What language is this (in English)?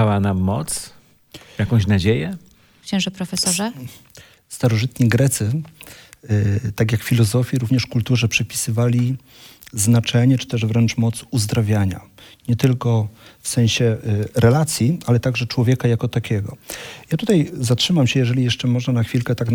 Polish